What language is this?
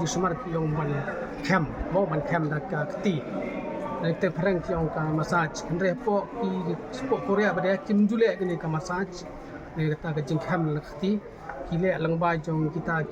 Khasi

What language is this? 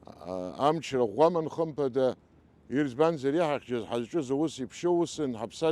Abkhazian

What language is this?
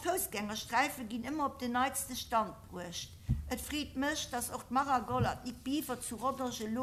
Luxembourgish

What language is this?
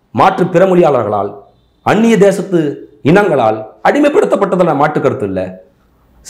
Tamil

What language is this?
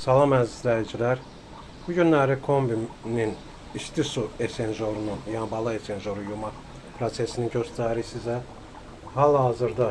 Azerbaijani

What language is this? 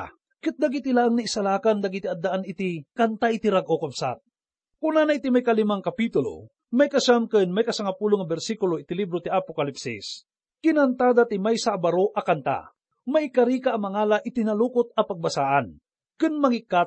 Iloko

